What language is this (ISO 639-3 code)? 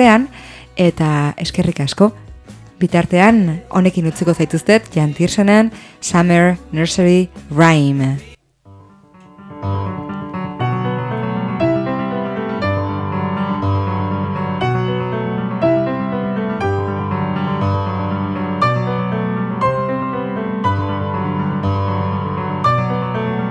eus